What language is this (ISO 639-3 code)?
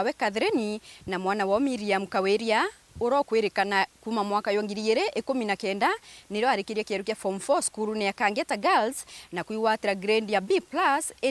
mer